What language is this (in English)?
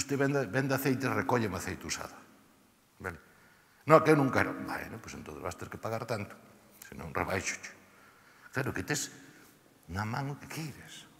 Galician